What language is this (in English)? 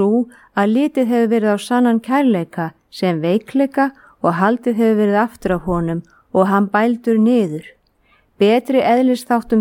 Icelandic